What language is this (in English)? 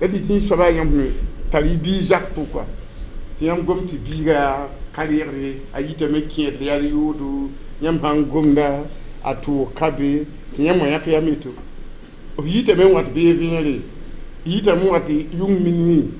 Mossi